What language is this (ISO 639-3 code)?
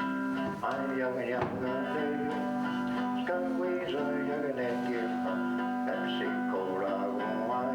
moh